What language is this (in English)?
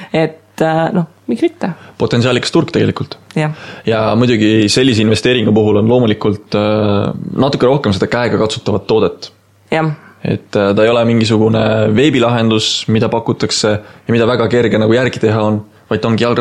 Estonian